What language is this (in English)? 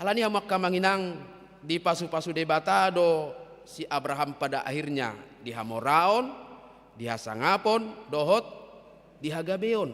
Batak Toba